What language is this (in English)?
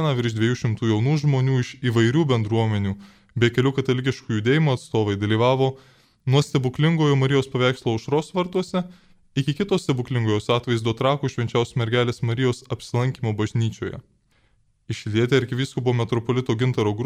Lithuanian